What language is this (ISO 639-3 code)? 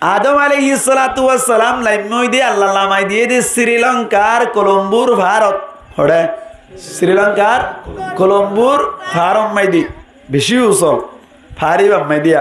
rhg